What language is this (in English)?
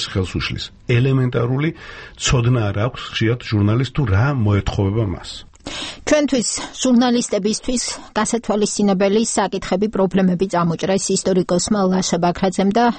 Georgian